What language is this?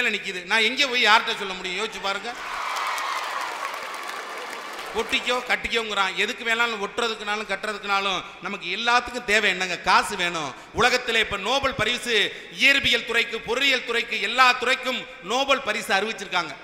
Tamil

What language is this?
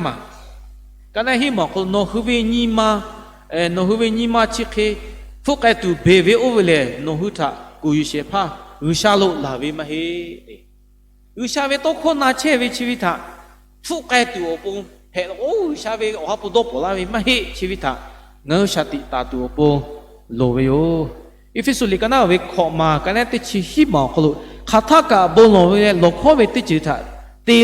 Lahu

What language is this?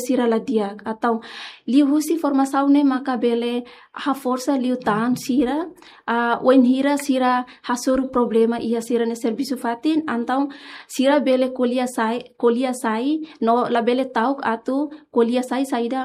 Tetum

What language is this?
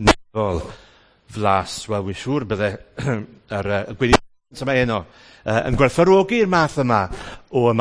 Welsh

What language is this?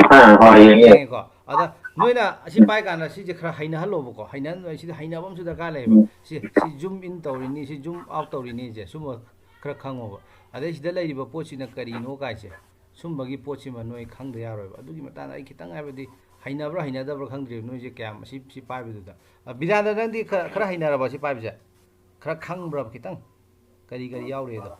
Manipuri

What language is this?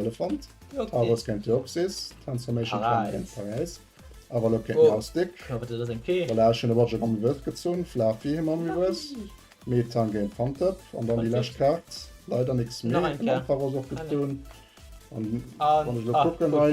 Luxembourgish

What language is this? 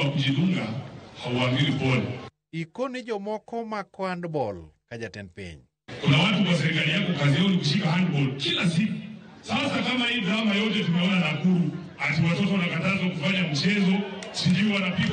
Luo (Kenya and Tanzania)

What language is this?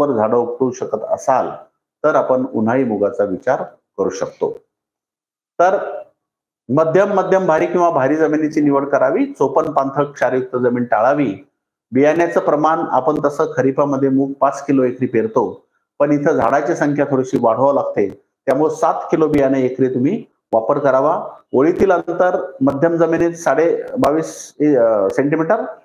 Marathi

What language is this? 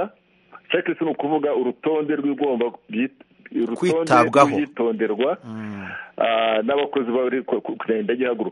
Kinyarwanda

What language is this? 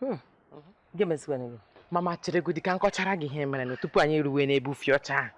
Igbo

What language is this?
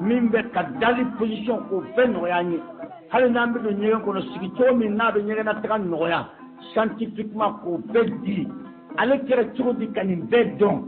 Bambara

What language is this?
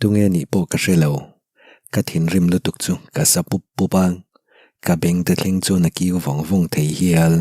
Mizo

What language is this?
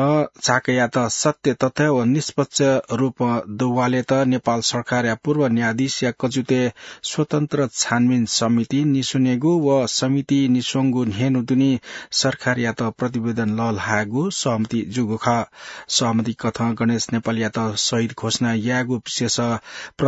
Newari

